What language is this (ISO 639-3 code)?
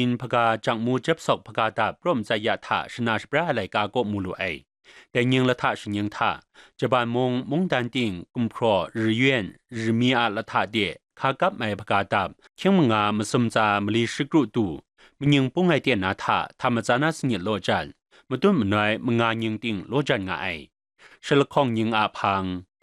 kac